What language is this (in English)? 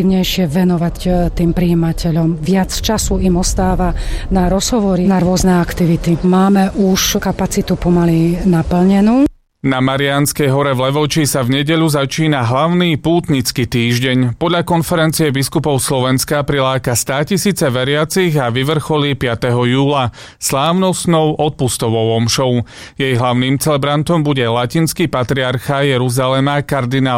Slovak